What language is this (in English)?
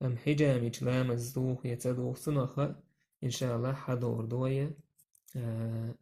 Chechen